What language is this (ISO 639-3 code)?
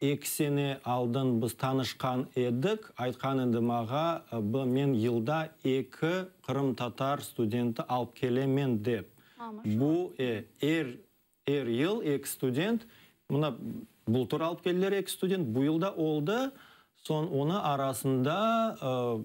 crh